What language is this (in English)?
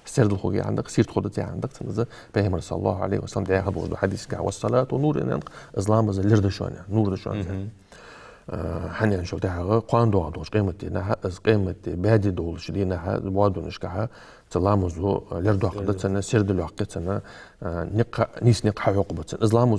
Ingush